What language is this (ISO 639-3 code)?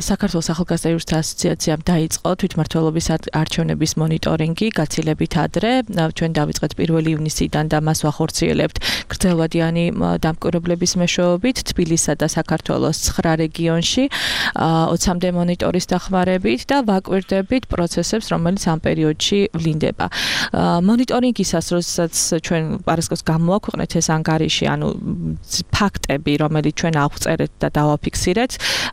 kat